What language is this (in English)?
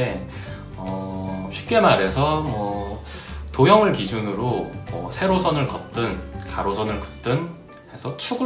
Korean